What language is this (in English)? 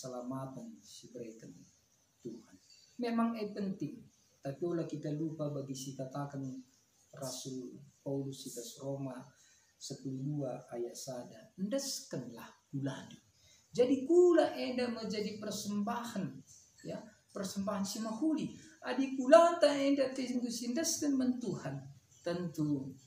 Batak Karo